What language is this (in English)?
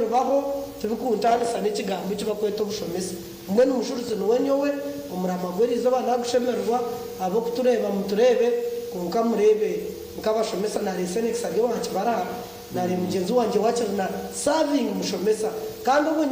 Nyankole